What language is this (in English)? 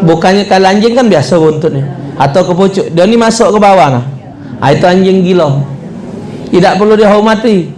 Musi